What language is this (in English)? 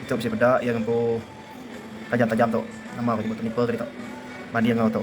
Iban